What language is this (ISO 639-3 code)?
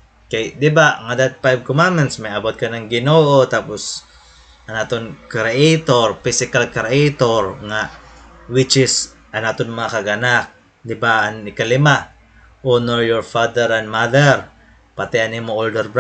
war